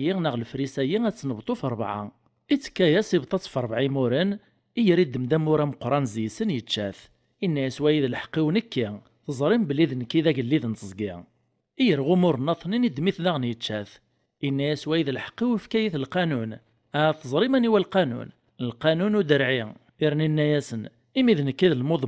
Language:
Kabyle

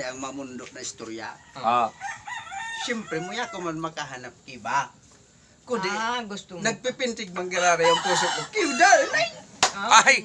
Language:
Bikol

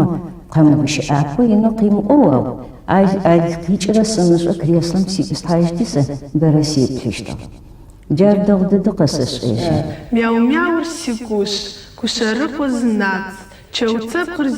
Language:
Adyghe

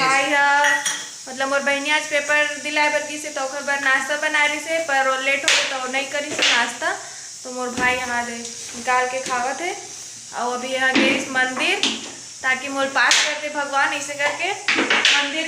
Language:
Chhattisgarhi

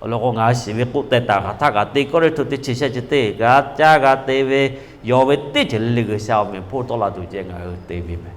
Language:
Lahu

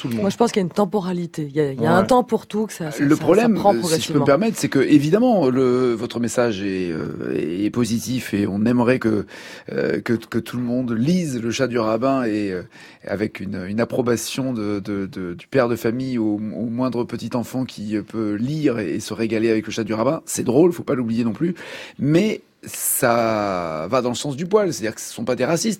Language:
French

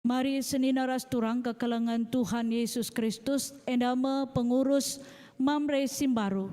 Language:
Batak Karo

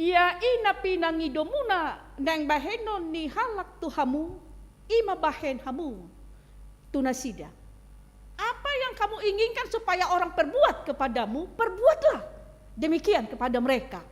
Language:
Batak Toba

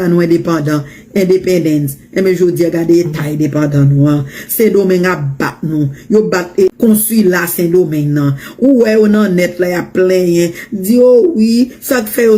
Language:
Haitian Creole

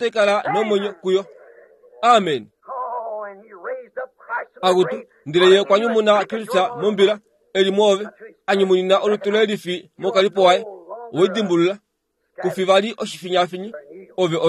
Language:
Kuanyama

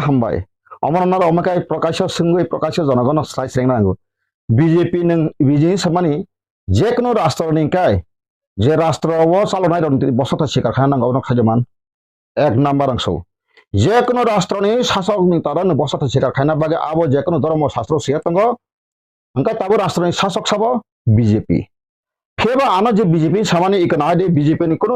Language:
Kok Borok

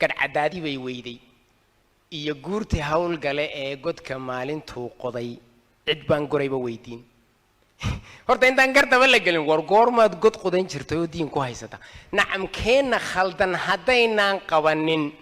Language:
Somali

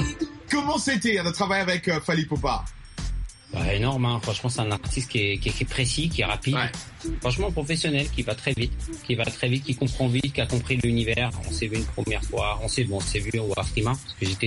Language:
French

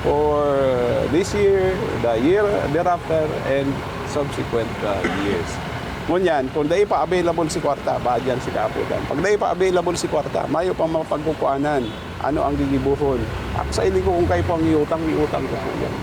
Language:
Bikol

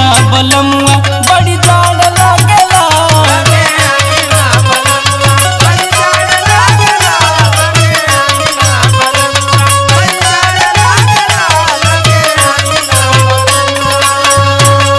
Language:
Bhojpuri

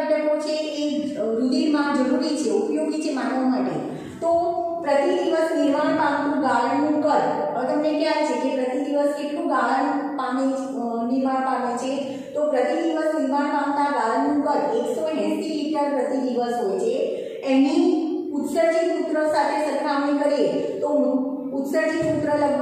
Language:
Gujarati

